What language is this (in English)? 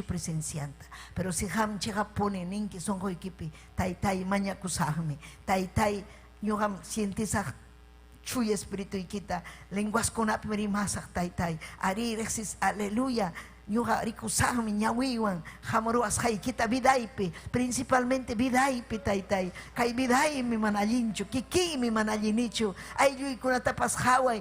Ayacucho Quechua